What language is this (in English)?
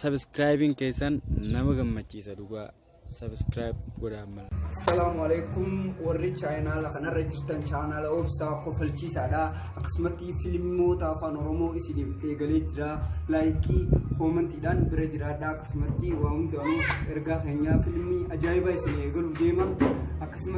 Oromo